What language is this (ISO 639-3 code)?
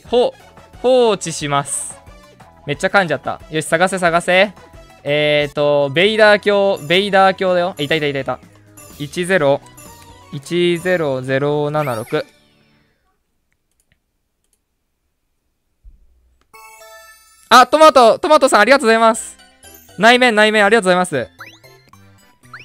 jpn